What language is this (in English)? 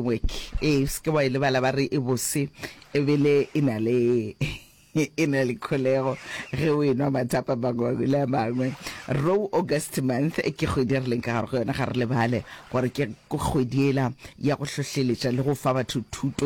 Northern Sotho